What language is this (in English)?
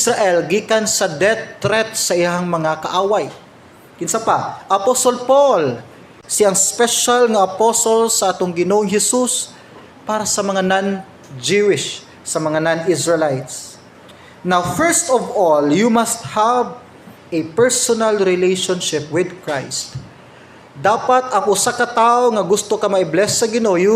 Cebuano